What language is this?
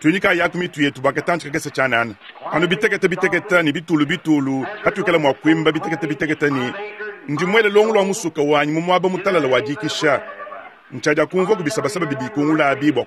Luba-Lulua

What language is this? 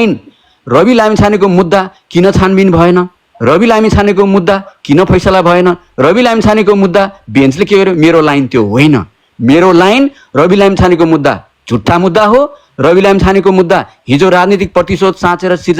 Nepali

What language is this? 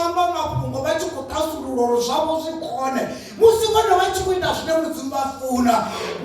Venda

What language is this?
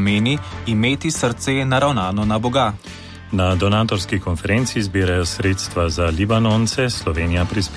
Slovenian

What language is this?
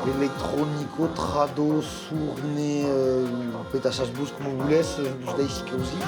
Occitan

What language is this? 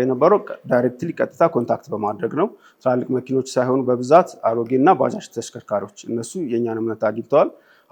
Amharic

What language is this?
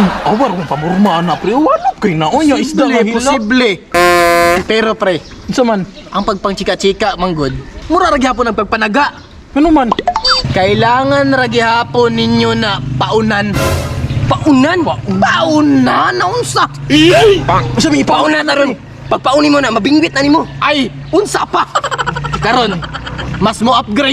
Cebuano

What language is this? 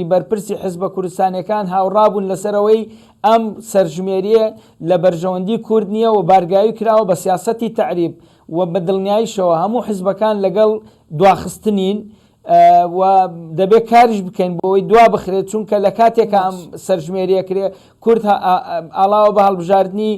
Central Kurdish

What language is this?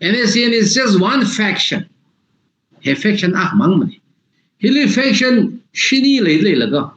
Tangkhul Naga (India)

